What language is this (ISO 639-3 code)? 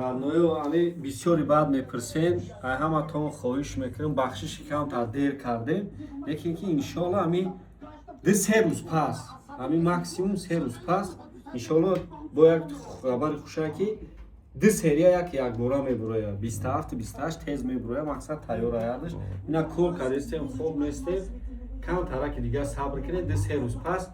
tgk